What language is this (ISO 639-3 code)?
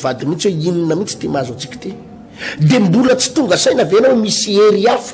mlg